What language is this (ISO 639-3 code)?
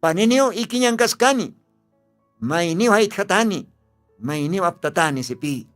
aym